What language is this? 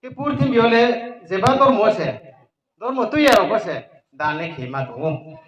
Riang (India)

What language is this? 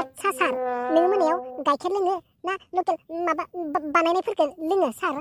Bodo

